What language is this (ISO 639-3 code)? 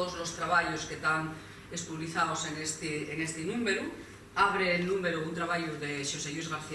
ast